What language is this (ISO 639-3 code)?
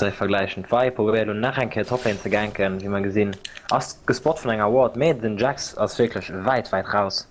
ltz